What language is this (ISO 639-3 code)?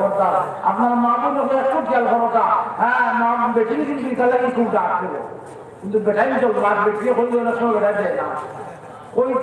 syl